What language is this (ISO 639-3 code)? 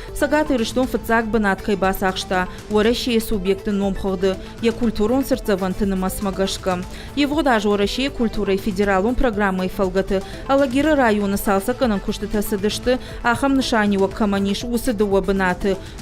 oss